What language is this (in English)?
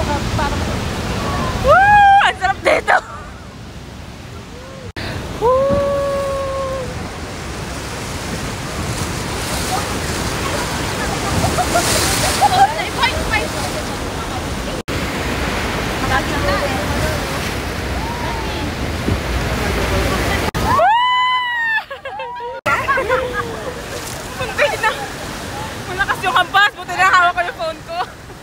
Filipino